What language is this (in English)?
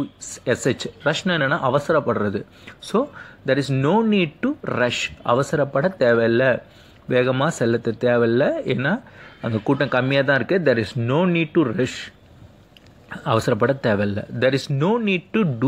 Tamil